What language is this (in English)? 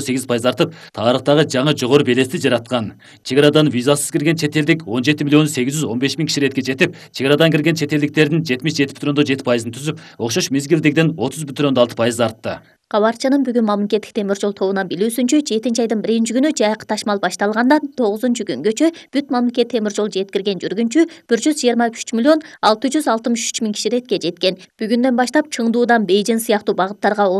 Kyrgyz